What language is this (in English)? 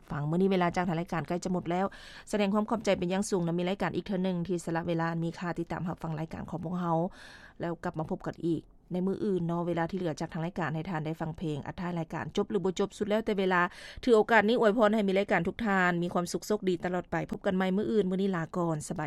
Lao